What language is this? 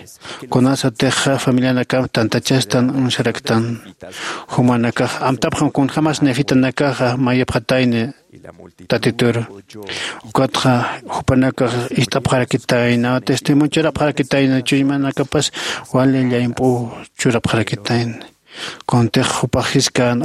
Aymara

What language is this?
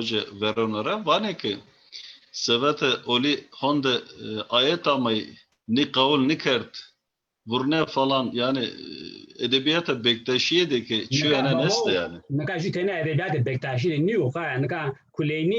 Zaza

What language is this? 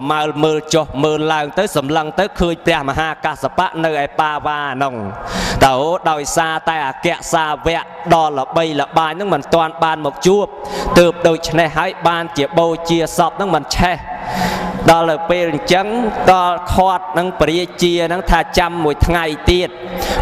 Khmer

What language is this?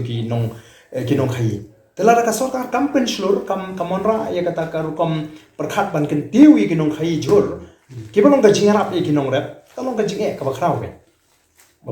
Khasi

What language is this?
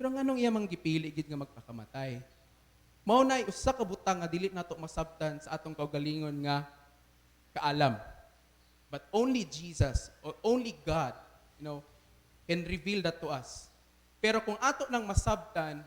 Cebuano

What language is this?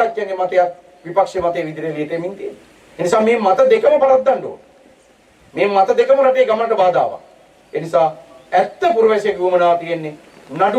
Sinhala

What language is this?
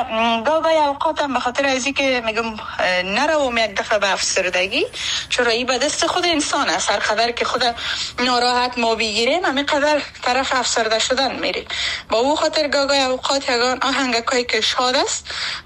Persian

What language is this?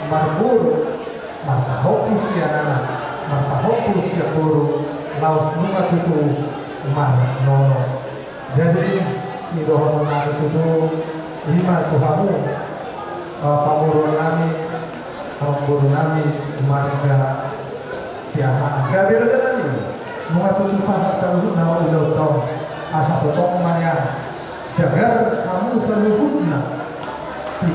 Batak Toba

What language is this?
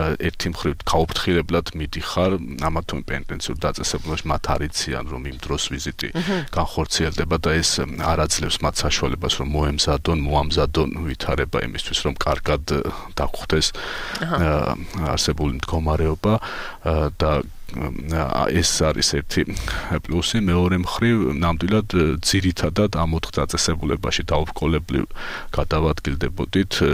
Georgian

